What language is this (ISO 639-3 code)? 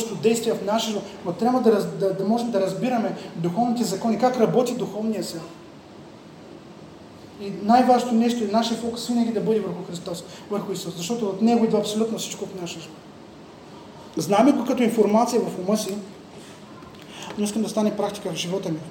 bul